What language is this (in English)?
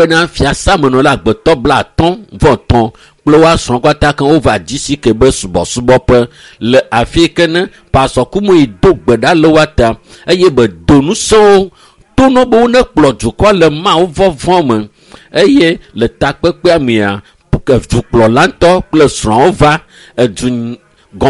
Ewe